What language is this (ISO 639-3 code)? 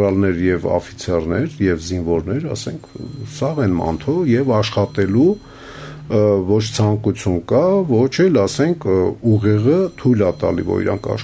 hye